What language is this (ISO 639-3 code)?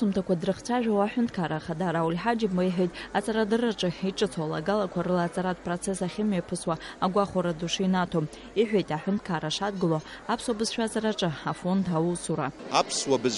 abk